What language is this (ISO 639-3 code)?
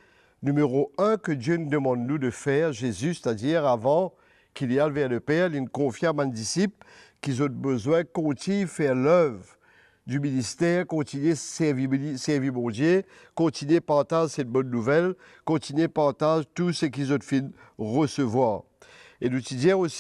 mfe